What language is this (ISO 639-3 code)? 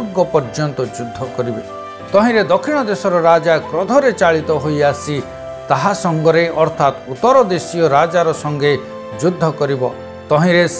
ori